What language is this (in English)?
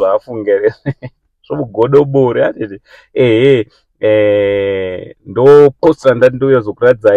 Shona